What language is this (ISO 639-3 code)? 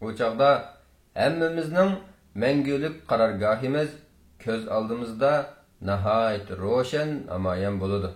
uig